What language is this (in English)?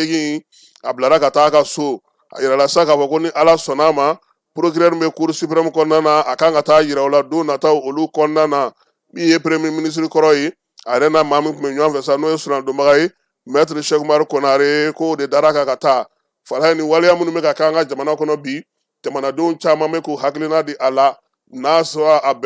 Bambara